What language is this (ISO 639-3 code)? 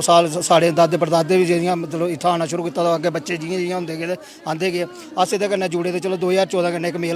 doi